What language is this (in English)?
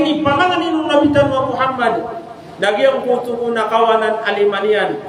Maranao